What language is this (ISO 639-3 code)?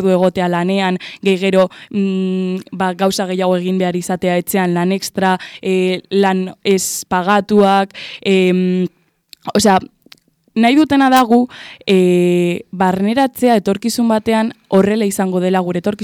eus